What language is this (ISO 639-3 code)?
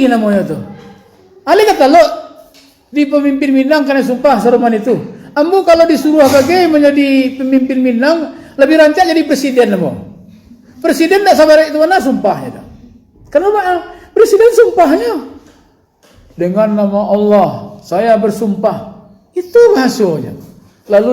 min